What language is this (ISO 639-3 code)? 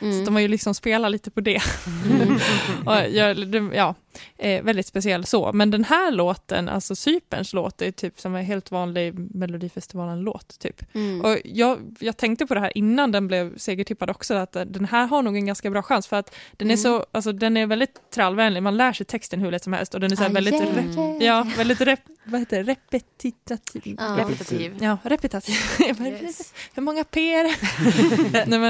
swe